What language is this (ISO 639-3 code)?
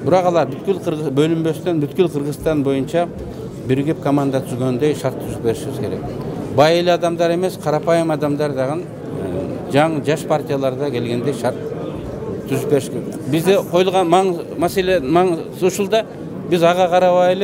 kir